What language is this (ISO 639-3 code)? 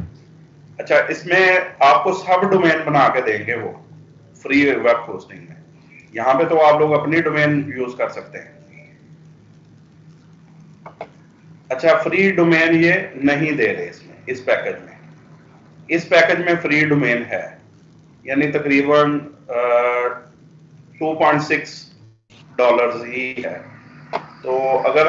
hin